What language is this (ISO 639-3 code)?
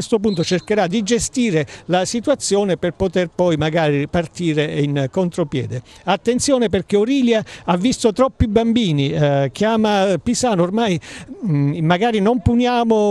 ita